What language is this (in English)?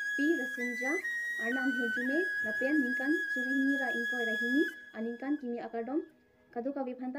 Karbi